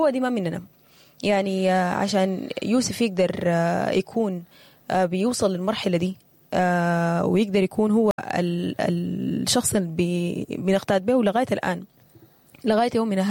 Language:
Sudanese Arabic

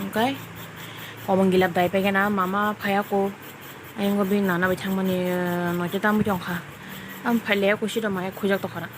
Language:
Kok Borok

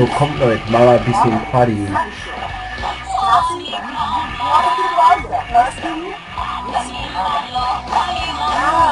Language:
German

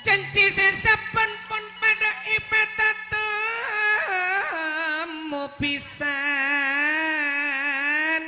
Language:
Madurese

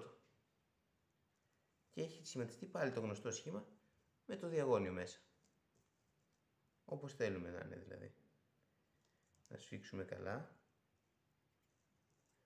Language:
Greek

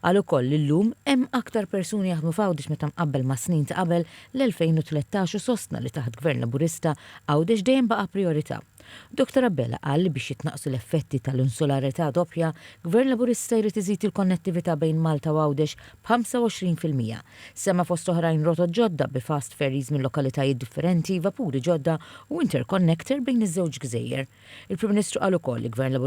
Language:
Maltese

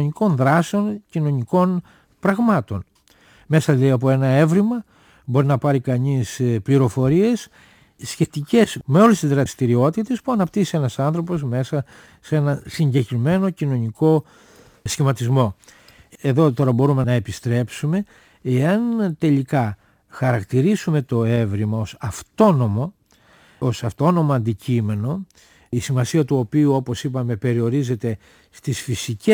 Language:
Greek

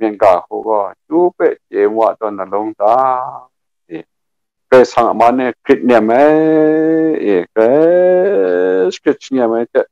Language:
Kachin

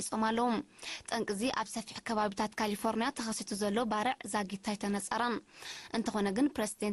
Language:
Tigrinya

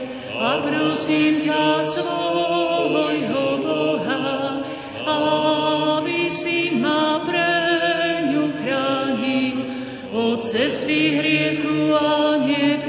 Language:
Slovak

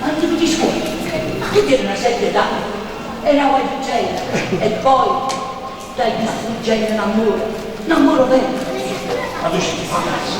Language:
Neapolitan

